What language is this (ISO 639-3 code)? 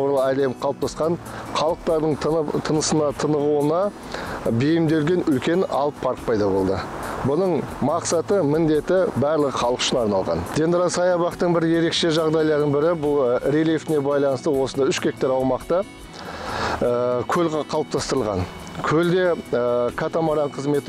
kaz